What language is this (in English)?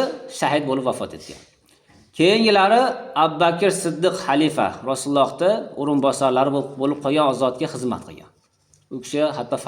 Uzbek